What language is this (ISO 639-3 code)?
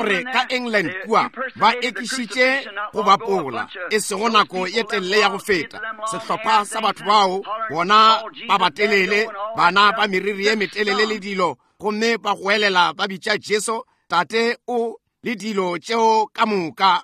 nso